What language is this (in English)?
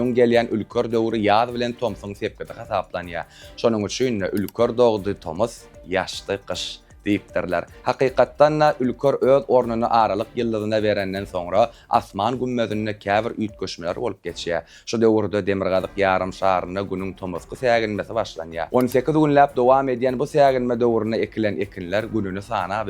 Turkmen